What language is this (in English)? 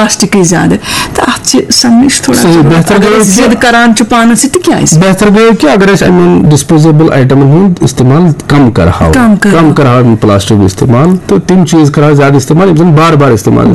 Kashmiri